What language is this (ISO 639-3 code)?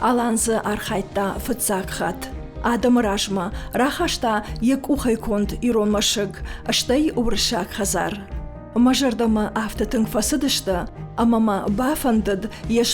oss